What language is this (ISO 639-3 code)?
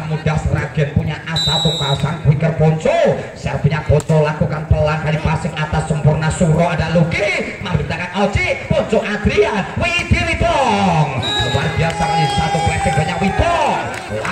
ind